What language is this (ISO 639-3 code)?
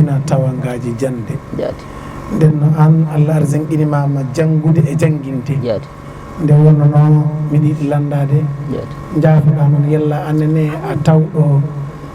ful